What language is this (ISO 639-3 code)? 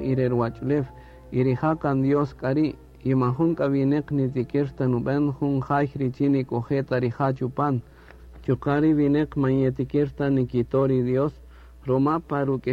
cak